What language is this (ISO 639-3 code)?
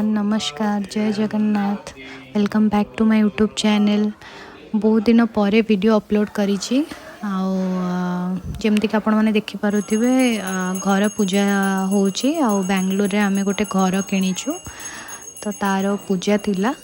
ori